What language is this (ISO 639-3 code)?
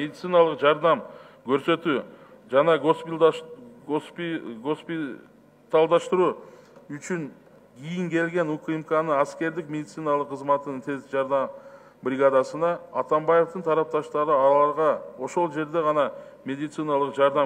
kir